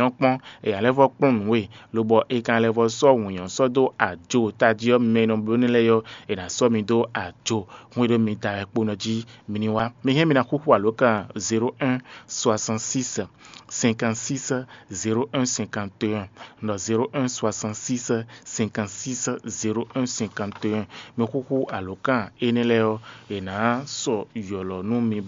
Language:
Fon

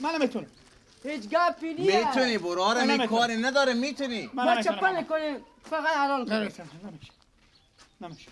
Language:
Persian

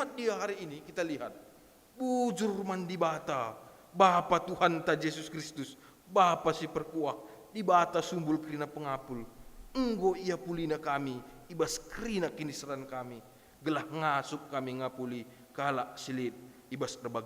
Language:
Batak Karo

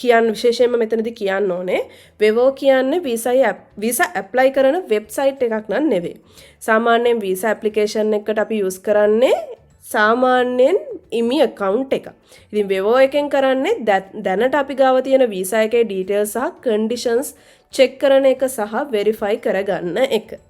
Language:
Sinhala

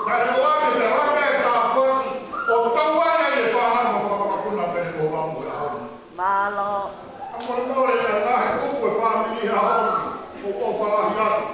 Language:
Tongan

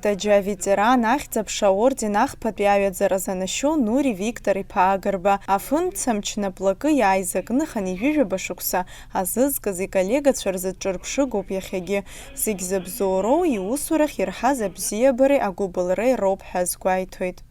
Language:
Abkhazian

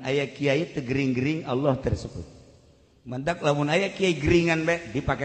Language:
Sundanese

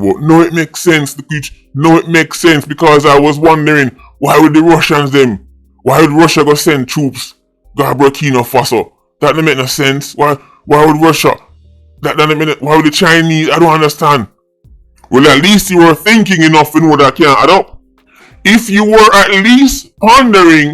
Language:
Jamaican Creole English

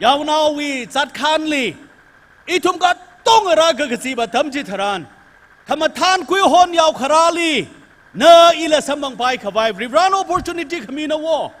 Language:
Tangkhul Naga (India)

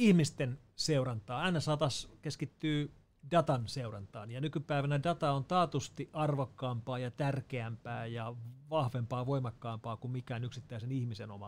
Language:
Finnish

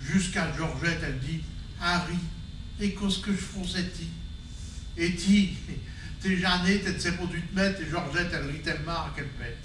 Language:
Picard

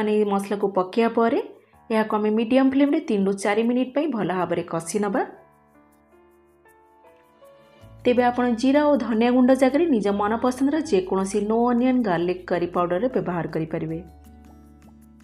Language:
Odia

